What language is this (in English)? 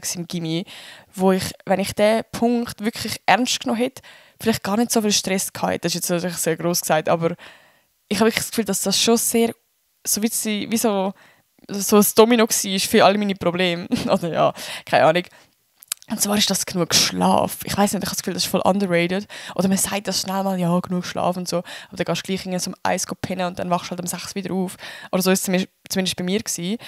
Swiss German